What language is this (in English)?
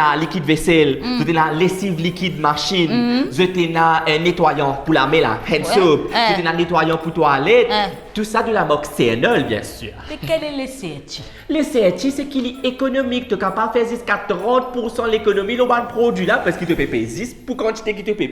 Morisyen